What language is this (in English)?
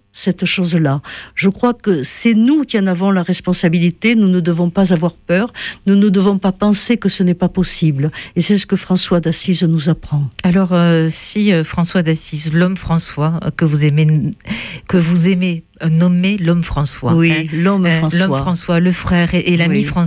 French